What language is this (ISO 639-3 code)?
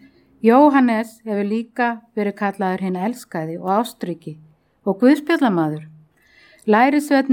isl